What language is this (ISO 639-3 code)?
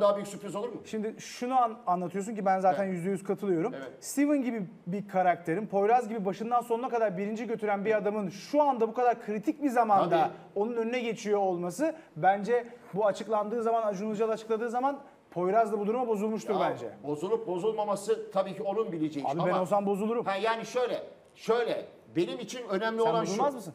tur